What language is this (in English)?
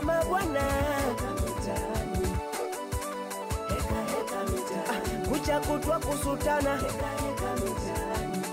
Swahili